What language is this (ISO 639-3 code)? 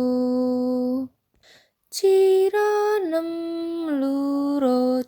jav